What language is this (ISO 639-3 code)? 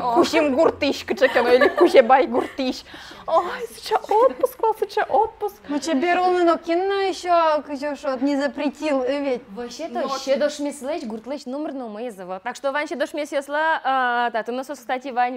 udm